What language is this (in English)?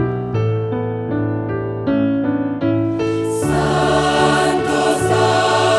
Romanian